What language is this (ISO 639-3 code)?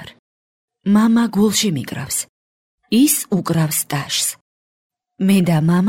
kat